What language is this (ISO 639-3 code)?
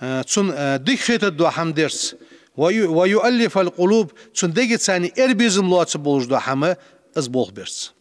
inh